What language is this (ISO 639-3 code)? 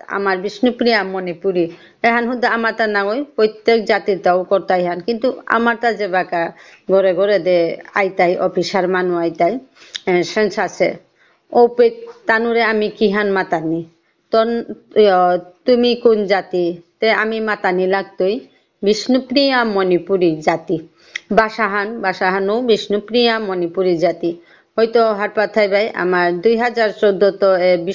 bpy